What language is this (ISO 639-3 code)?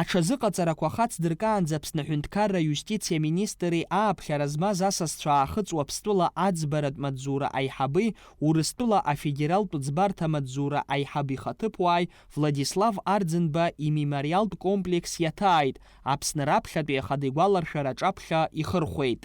abk